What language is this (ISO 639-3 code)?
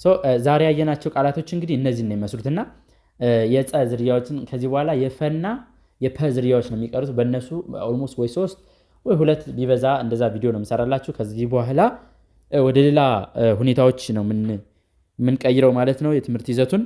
amh